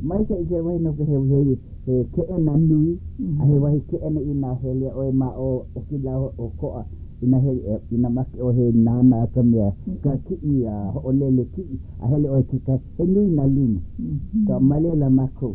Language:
Hawaiian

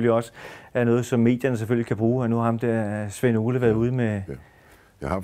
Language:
Danish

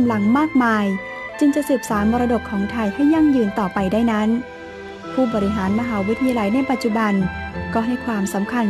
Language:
Thai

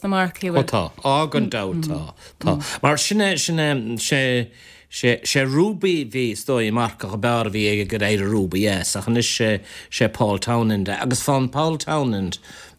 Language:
Irish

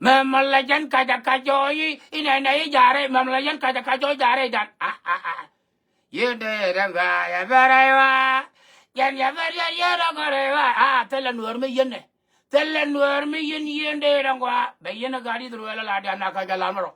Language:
Nuer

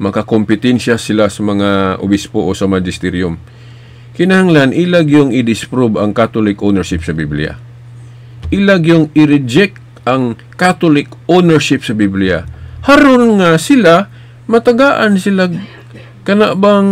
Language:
Cebuano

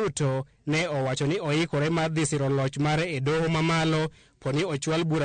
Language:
Luo (Kenya and Tanzania)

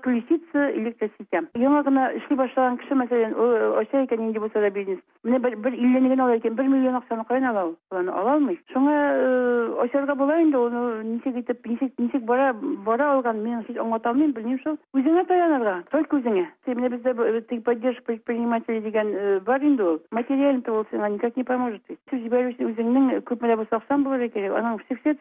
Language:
Tatar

